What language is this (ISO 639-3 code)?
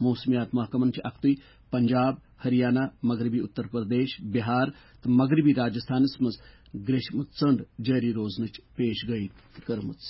kas